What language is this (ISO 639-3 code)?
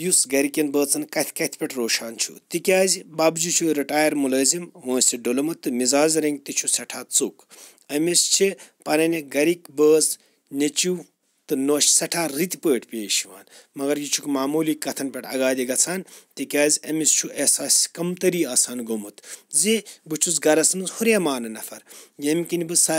kas